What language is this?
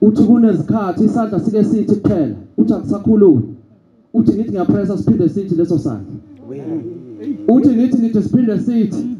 Zulu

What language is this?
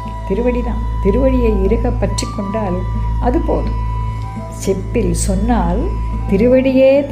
Tamil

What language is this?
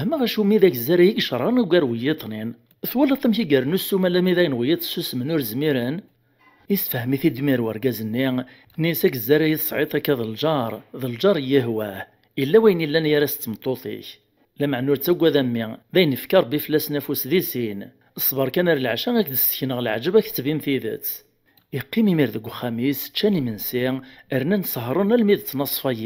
Kabyle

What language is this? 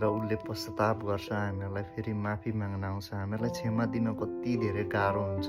Nepali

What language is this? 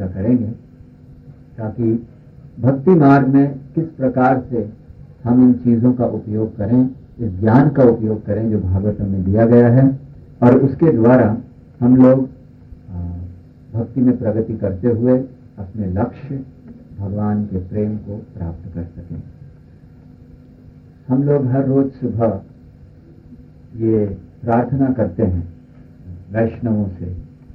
Hindi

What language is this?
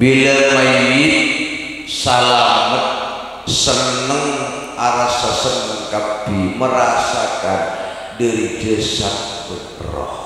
Madurese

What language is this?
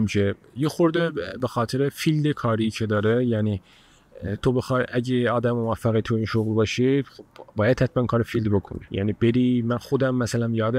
Persian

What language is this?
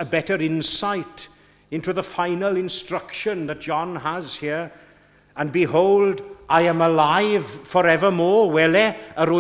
Welsh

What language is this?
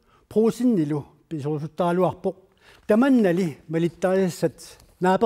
Kalaallisut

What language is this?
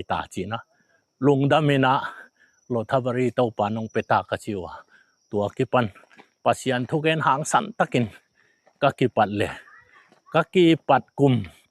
Tedim Chin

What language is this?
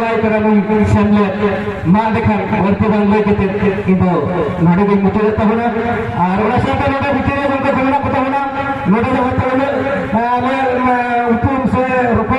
Santali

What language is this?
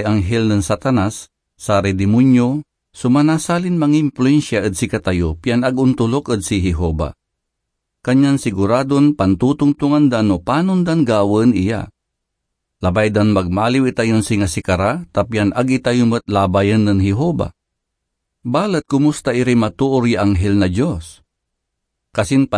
Pangasinan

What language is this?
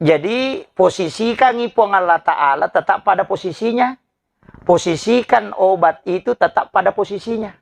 Buginese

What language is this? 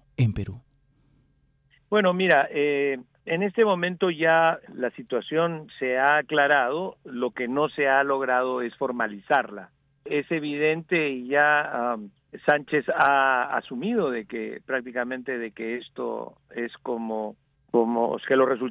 Spanish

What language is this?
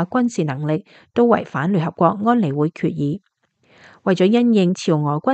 Cantonese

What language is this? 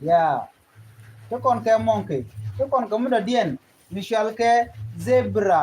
Nuer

